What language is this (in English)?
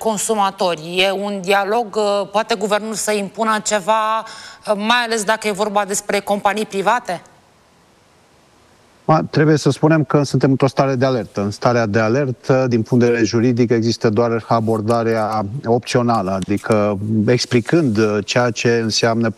Romanian